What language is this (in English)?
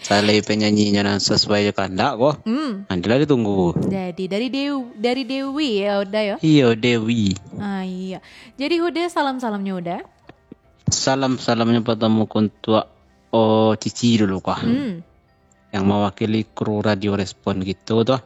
Minangkabau